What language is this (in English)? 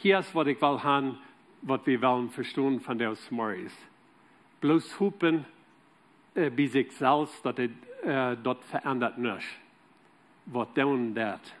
Plautdietsch